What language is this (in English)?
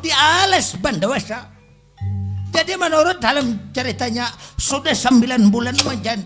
Banjar